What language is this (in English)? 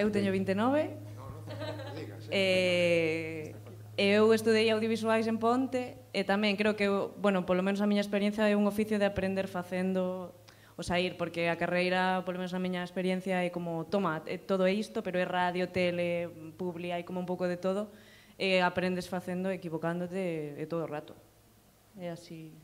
Galician